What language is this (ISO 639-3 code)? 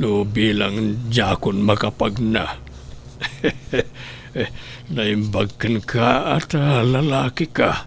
ilo